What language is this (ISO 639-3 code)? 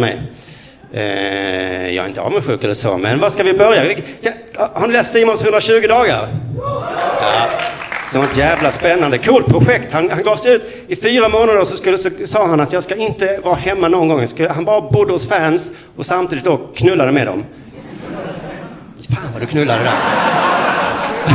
swe